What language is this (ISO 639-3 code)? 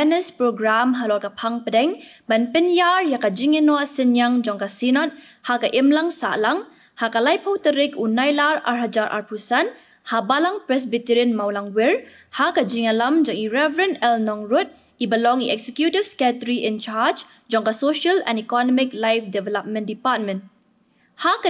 kha